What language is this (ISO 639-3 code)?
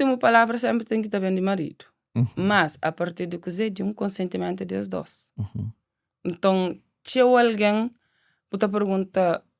kea